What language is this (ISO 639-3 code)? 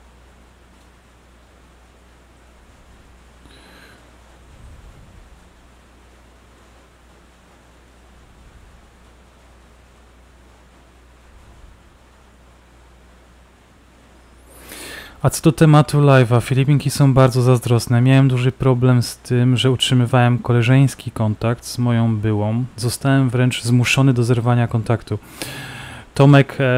pol